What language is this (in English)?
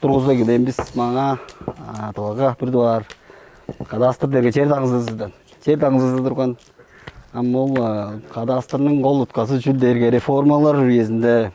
Tuvinian